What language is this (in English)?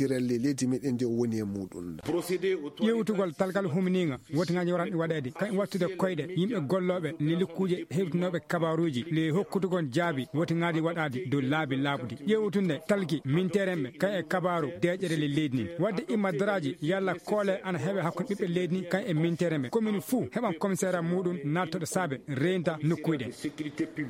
Fula